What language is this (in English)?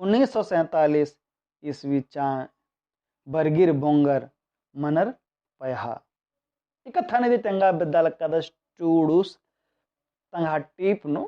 Kurukh